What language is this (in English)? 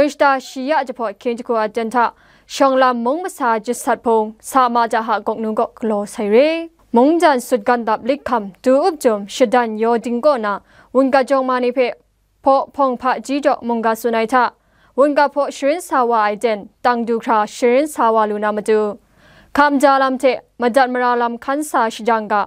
Kachin